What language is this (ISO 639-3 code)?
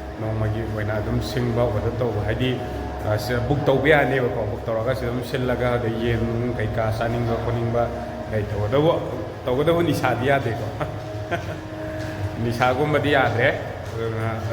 mni